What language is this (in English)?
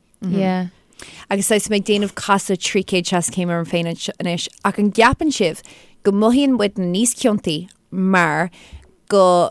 Irish